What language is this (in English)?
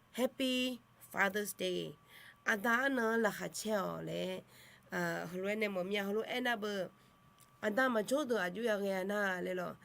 Akha